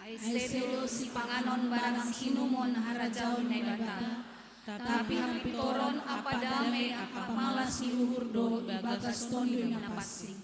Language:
Batak Simalungun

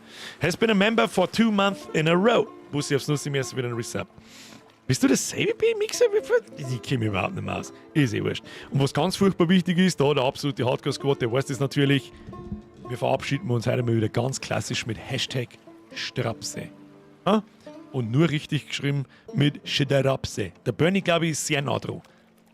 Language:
Bavarian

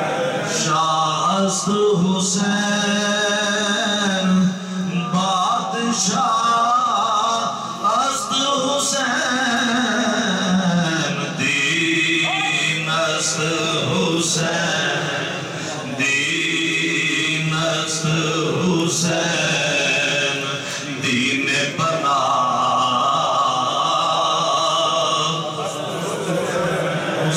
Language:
Urdu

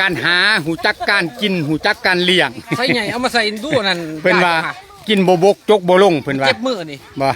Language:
Lao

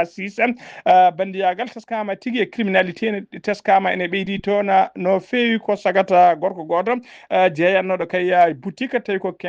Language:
Fula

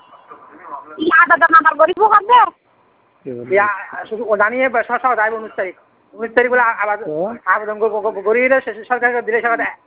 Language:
Bangla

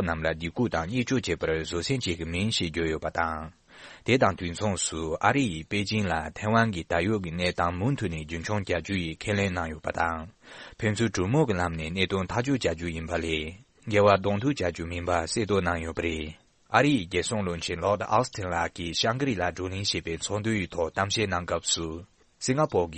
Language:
Tibetan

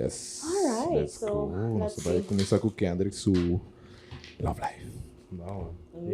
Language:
Papiamento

